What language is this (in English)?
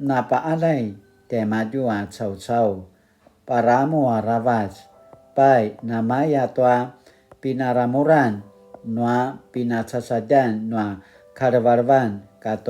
Paiwan